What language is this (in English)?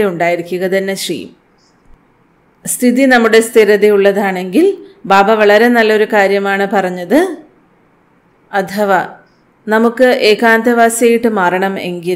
Malayalam